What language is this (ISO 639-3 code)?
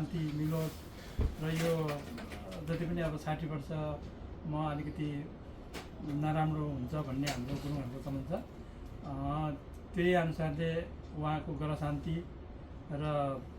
nep